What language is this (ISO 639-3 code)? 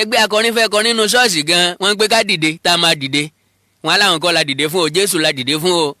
yor